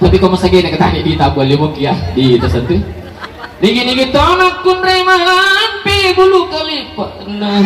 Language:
Buginese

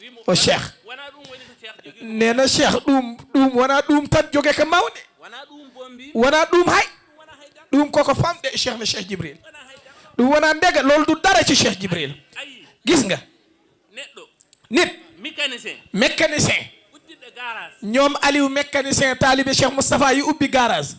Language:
Fula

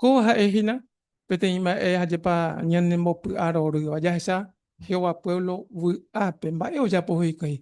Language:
Guarani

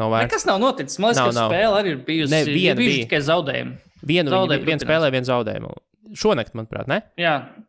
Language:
Latvian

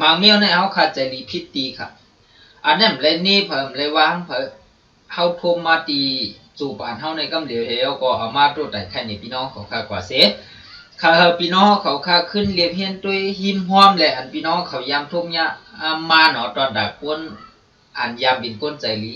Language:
Shan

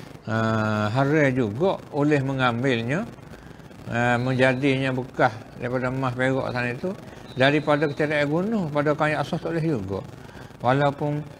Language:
Malay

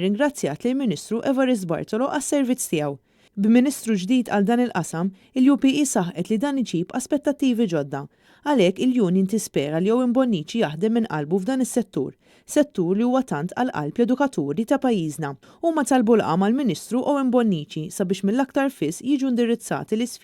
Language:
Maltese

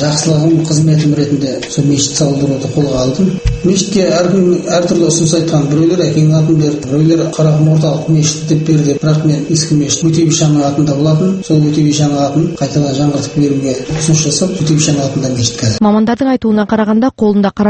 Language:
Kazakh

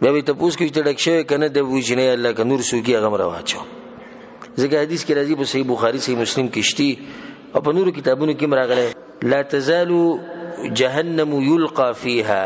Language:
Pashto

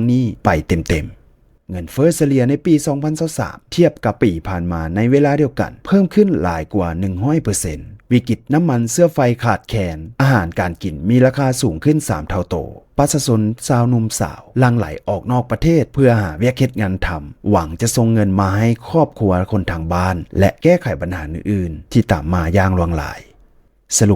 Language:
Lao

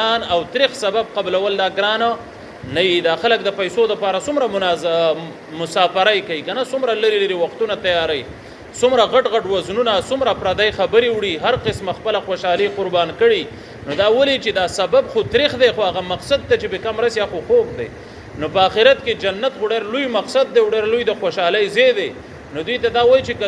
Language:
Pashto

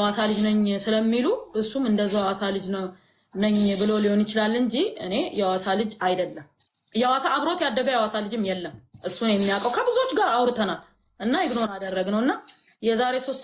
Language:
Amharic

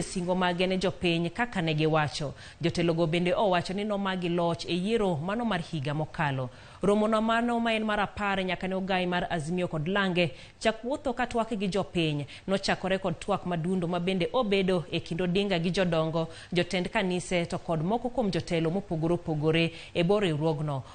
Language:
Luo (Kenya and Tanzania)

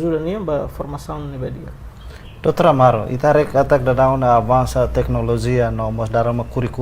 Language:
Tetum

